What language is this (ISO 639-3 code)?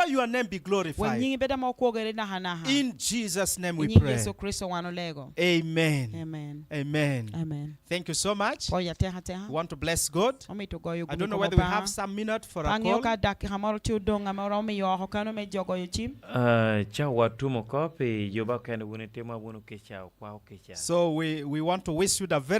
laj